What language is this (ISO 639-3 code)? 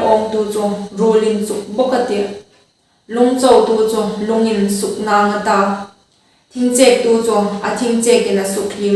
hmr